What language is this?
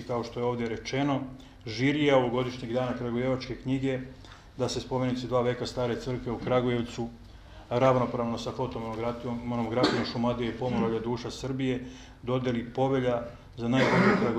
Serbian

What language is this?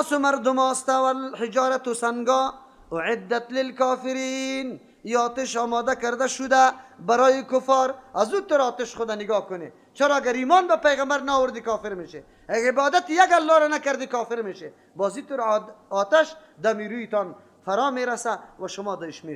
Persian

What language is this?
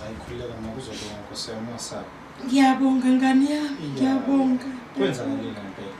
Zulu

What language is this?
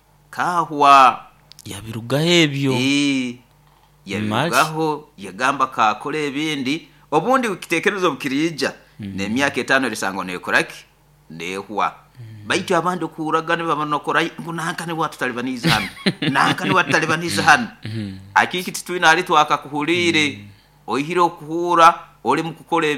Nyoro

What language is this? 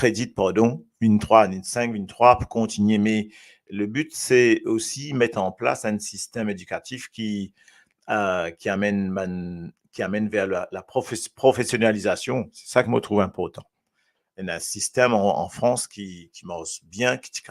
Morisyen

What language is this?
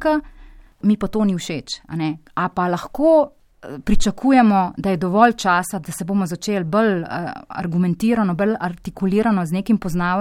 Slovenian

